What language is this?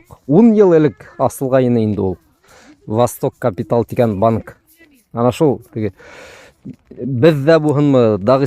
Bashkir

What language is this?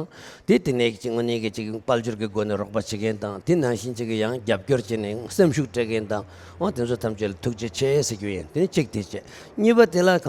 Tibetan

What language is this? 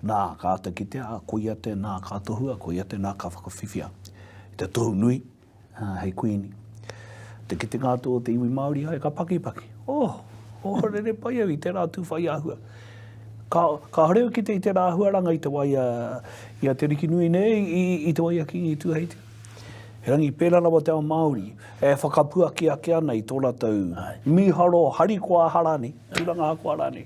Māori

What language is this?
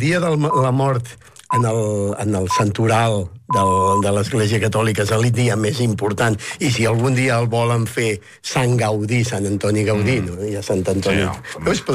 Catalan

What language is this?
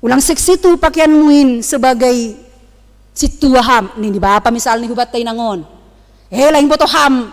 Batak Simalungun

